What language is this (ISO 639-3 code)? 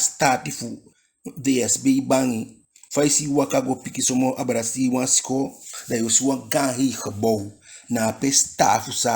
djk